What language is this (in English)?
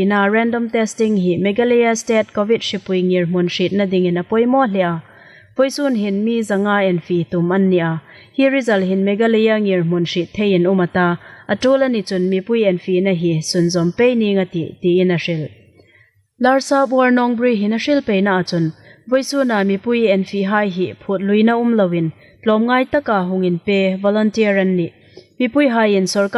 Hmar